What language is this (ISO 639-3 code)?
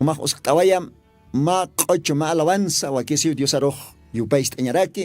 aym